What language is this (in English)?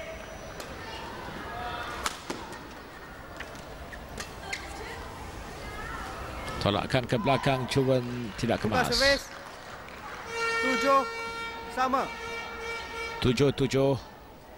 Malay